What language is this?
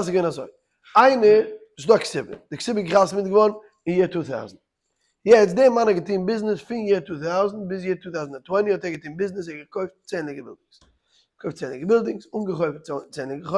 Yiddish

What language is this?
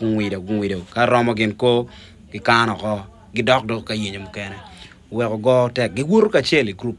Acoli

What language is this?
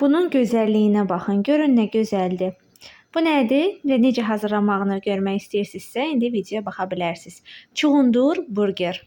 Azerbaijani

